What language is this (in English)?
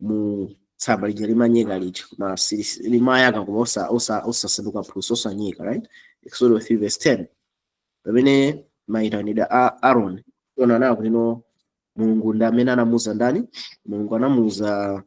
Nyanja